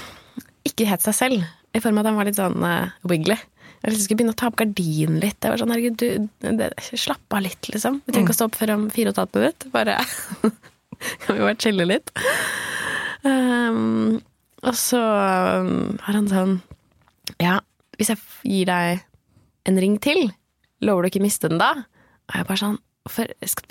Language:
Norwegian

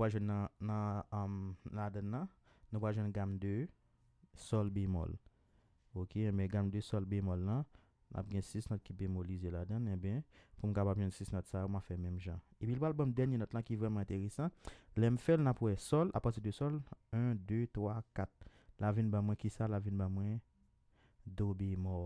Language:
Haitian Creole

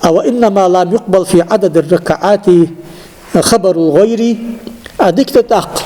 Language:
Ingush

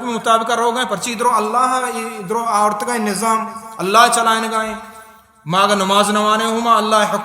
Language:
Baluchi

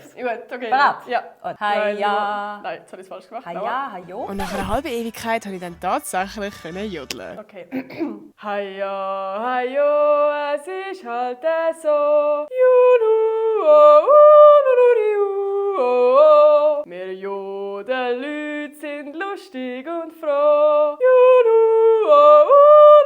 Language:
Swiss German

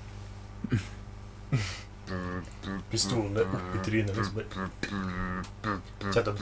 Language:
Norwegian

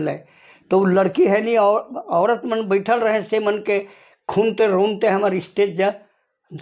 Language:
Sadri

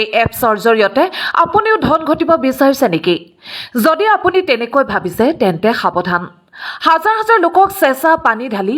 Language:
Assamese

